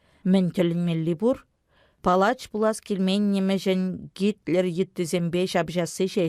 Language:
Chuvash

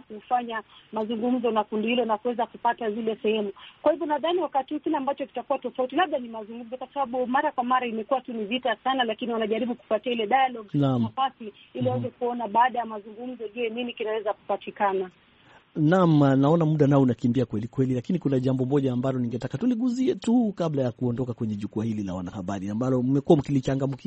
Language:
Swahili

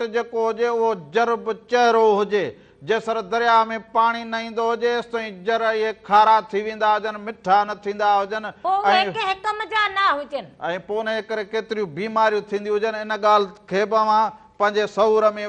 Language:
Sindhi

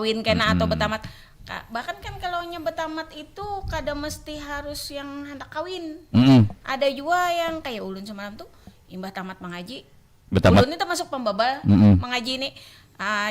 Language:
Banjar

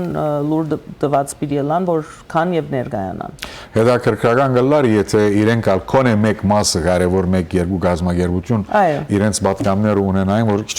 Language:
Western Armenian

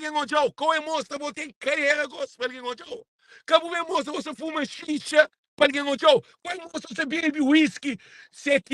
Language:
Kabuverdianu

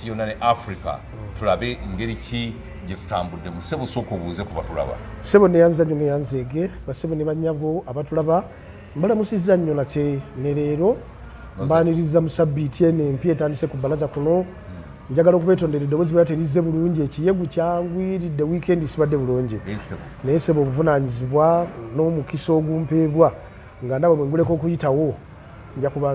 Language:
Ganda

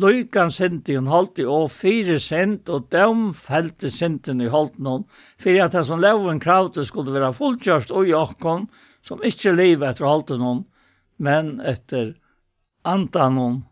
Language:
Faroese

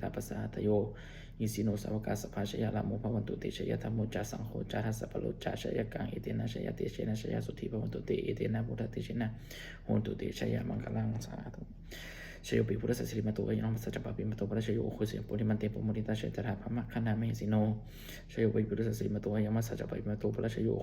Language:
Pali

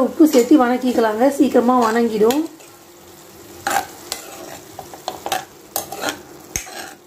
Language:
Tamil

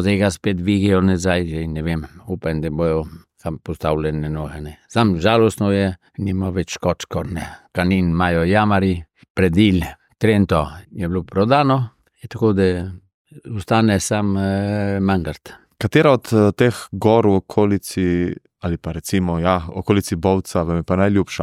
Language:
Slovenian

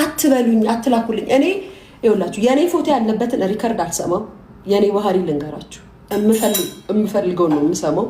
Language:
Amharic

